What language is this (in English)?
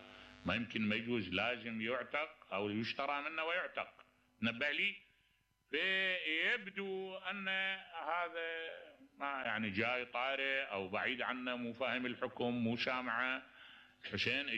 Mesopotamian Arabic